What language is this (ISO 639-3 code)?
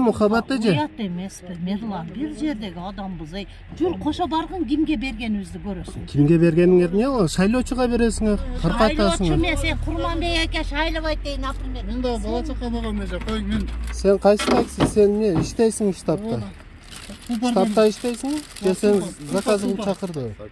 kir